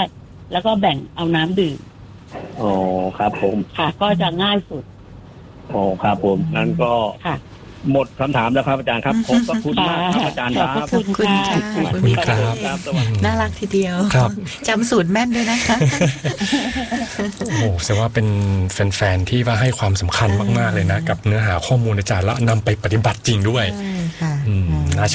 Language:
Thai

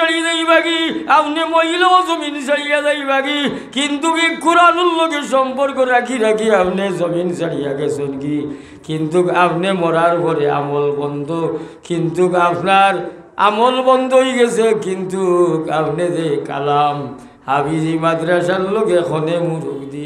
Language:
Sylheti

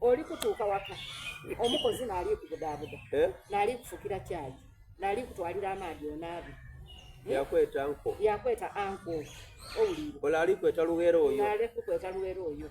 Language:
Soga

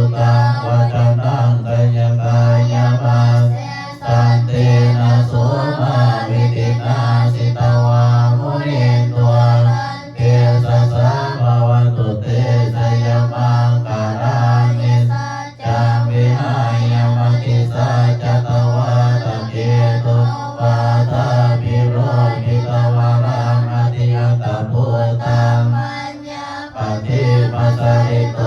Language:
Pali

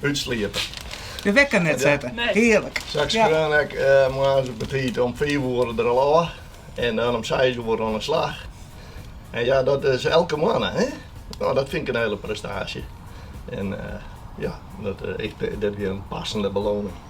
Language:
Western Frisian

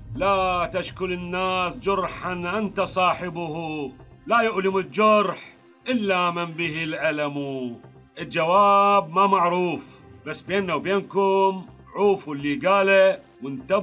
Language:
Mesopotamian Arabic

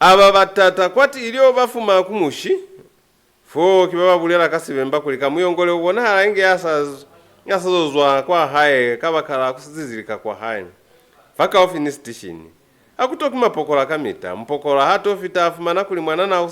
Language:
Lozi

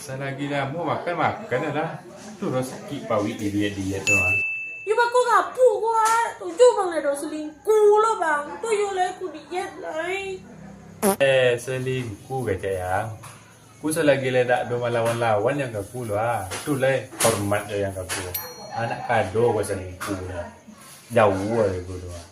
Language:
Minangkabau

